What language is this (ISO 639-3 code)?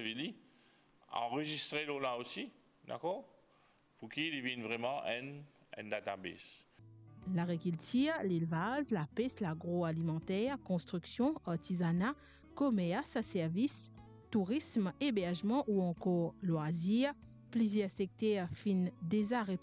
mfe